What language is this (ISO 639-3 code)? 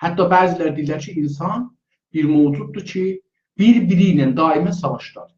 azb